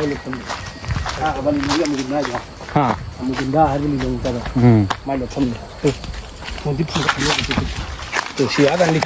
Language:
Manipuri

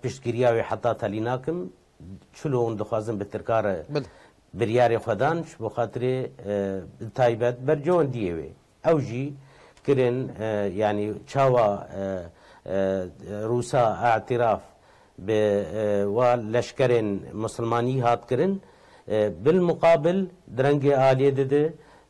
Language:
Kurdish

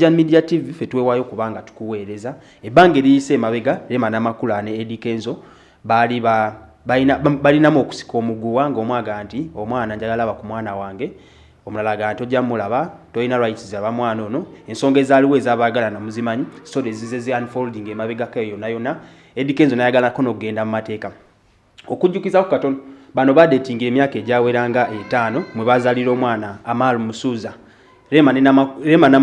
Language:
Ganda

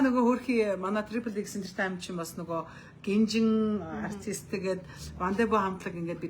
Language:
Mongolian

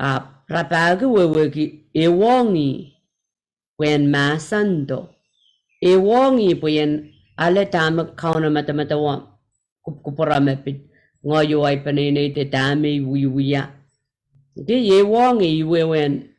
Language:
Pohnpeian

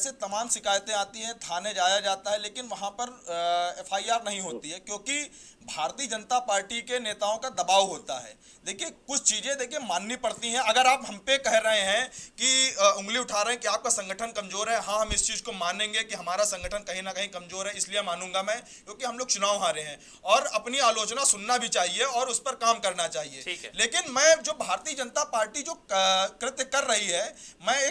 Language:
Hindi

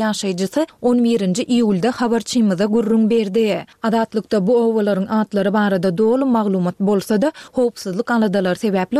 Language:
Turkmen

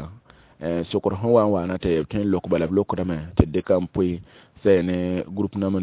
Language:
Mossi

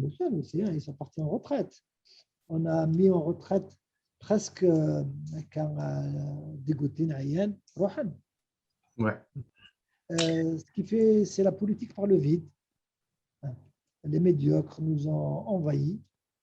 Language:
Kabyle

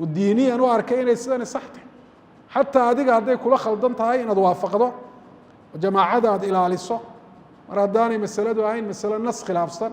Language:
Somali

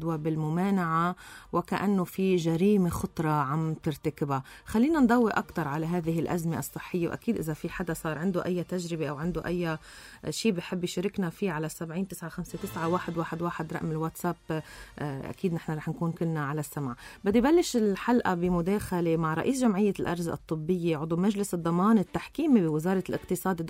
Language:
North Levantine Arabic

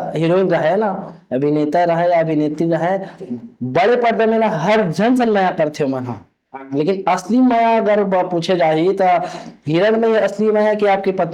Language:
Chhattisgarhi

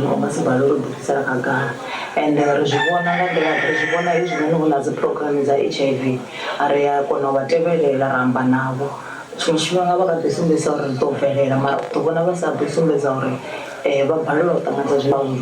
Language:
Venda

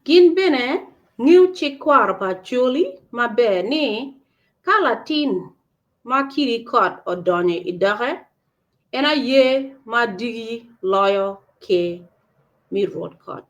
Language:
Acoli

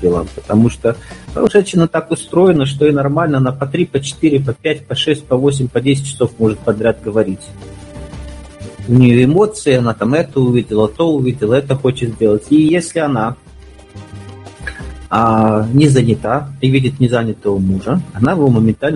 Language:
Russian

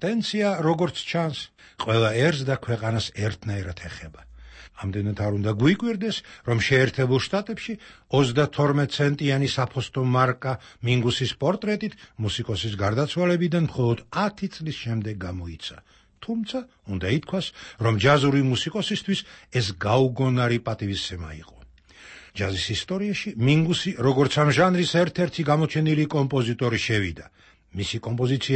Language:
Georgian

